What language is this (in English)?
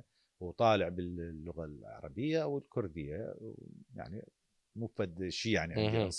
Mesopotamian Arabic